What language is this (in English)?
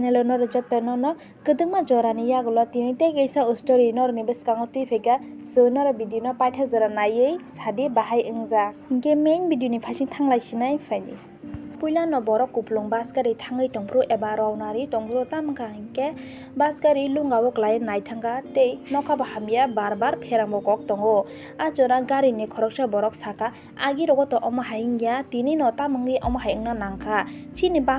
Kok Borok